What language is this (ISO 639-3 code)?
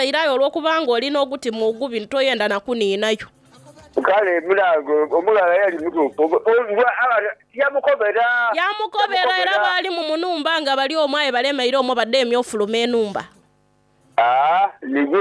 xog